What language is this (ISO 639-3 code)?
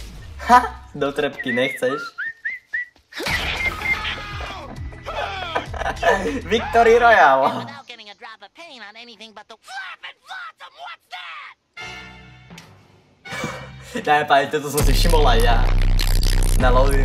slk